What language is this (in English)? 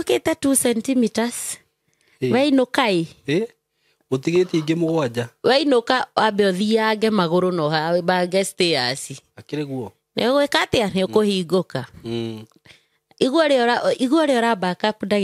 Kikuyu